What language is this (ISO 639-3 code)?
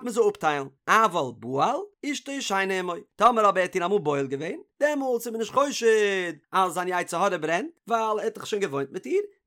yid